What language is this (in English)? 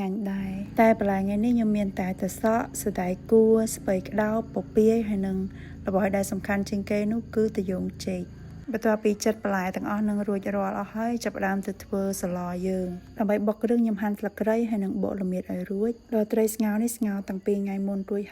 Khmer